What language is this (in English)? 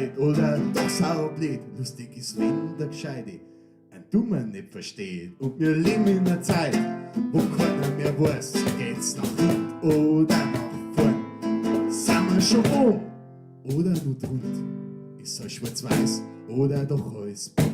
Bavarian